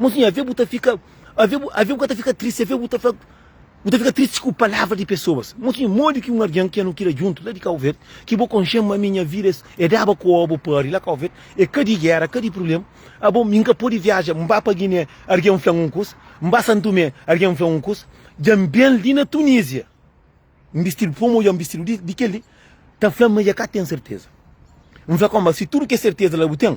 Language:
Kabuverdianu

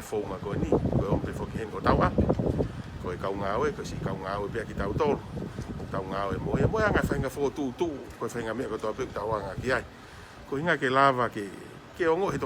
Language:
Tongan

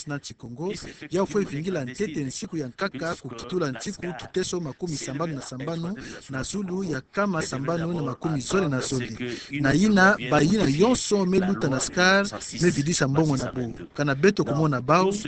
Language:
Kituba (Democratic Republic of Congo)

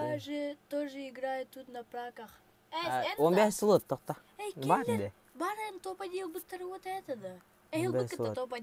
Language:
Yakut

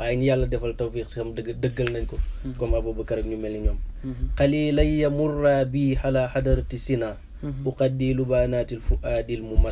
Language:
Wolof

